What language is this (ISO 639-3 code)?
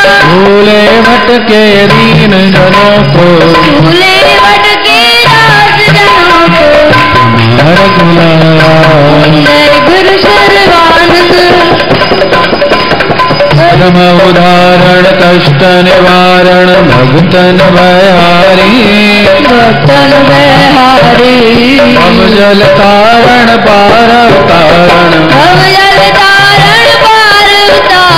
hin